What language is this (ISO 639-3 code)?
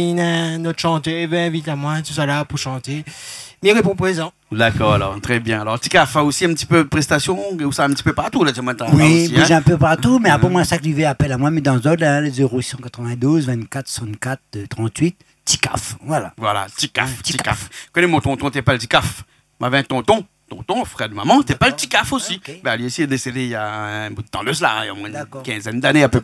rcf